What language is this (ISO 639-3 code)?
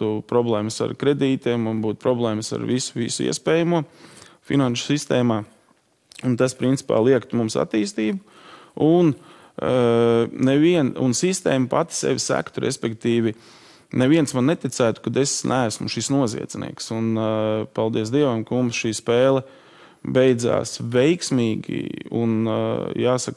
lav